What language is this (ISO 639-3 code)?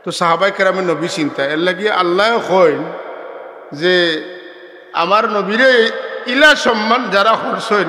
syl